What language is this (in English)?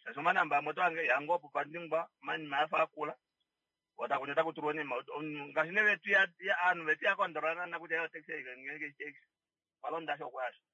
Kuanyama